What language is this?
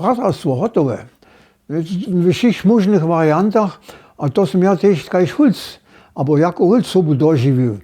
Upper Sorbian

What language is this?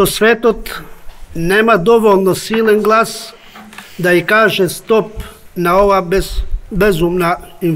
Macedonian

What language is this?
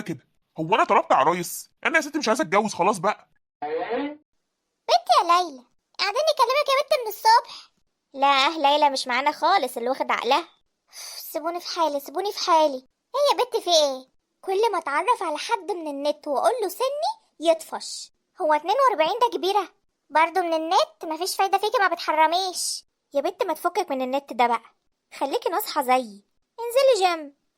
Egyptian Arabic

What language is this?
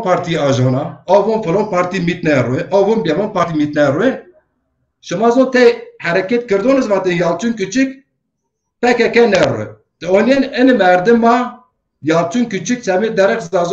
Zaza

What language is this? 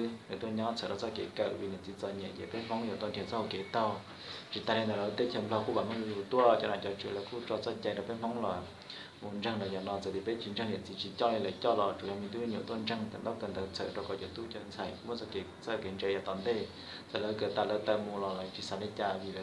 Hmong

